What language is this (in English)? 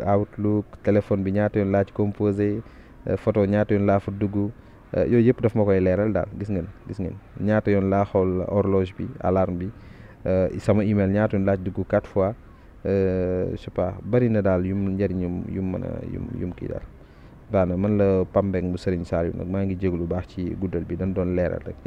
Wolof